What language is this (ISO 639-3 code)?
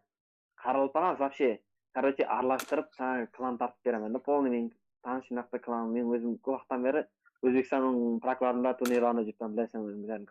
kaa